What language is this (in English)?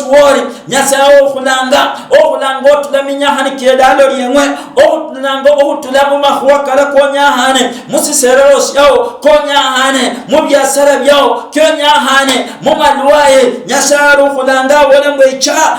Luyia